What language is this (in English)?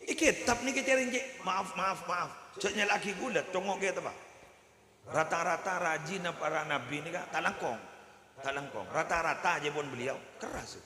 Madurese